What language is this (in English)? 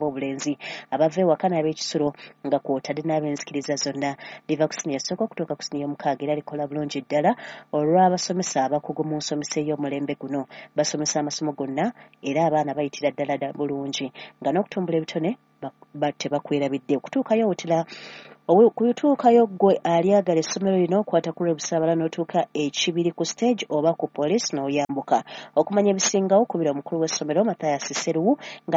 Ganda